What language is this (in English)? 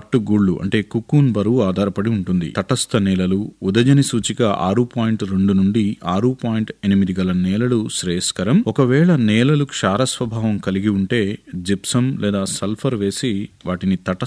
Telugu